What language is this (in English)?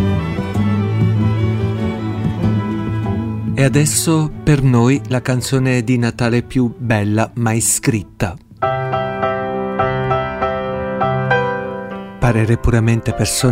Italian